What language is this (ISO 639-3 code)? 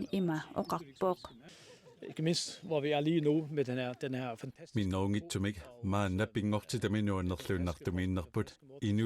kal